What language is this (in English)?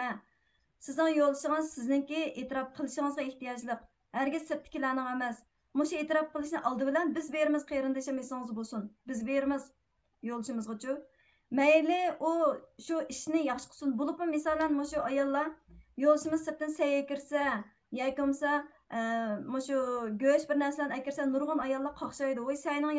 Uyghur